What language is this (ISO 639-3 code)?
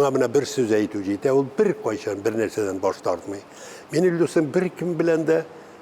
tat